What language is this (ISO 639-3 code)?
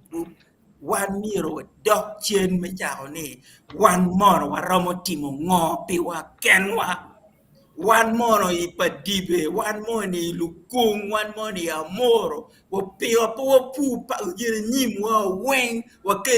ach